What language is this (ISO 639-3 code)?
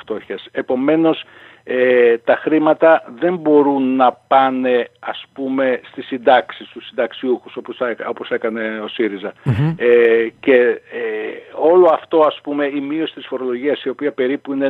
ell